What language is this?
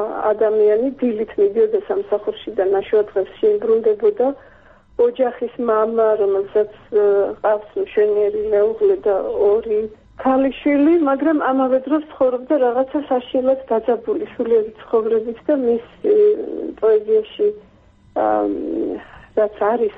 Georgian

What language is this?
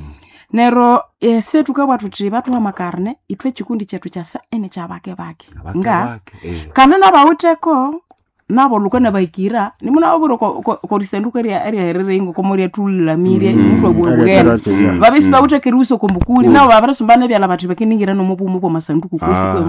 Nande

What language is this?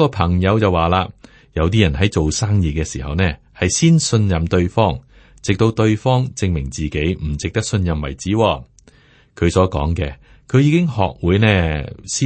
Cantonese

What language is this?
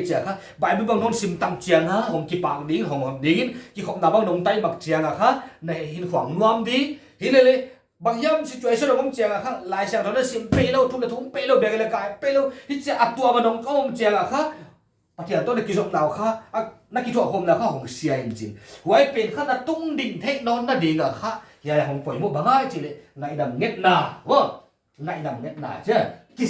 Paite Chin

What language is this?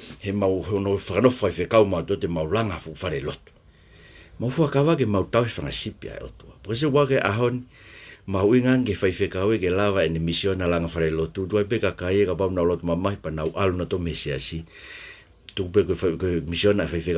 Tongan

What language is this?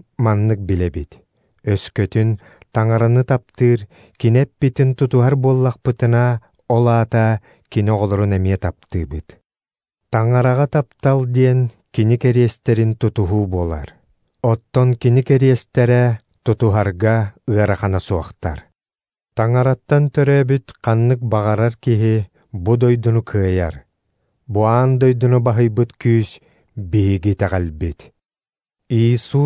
Yakut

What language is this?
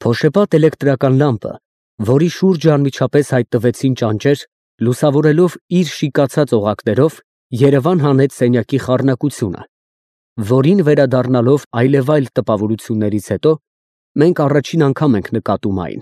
Armenian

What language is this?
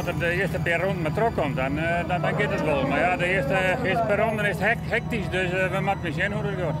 Western Frisian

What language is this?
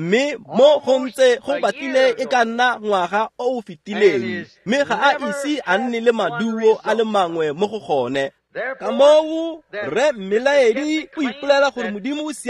Tswana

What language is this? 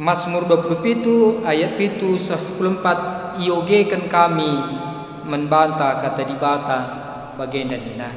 Batak Karo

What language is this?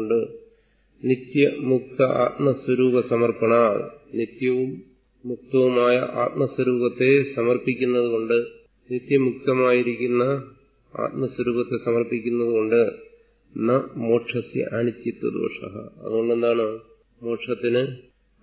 Malayalam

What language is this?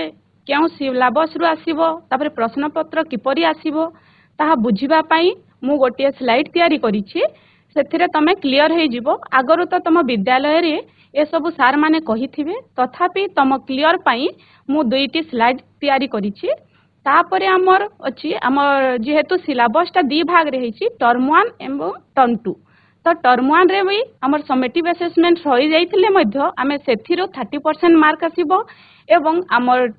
Odia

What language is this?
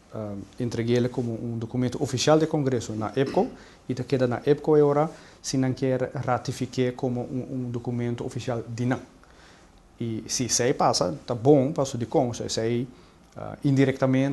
Papiamento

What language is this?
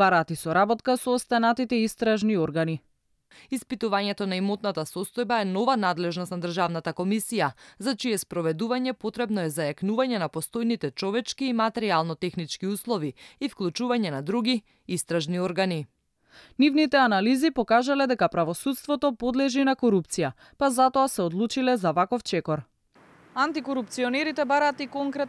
Macedonian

